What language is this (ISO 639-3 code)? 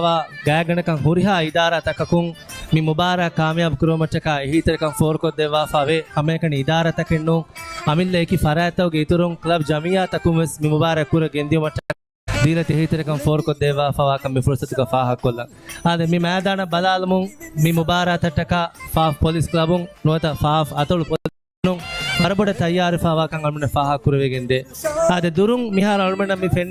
div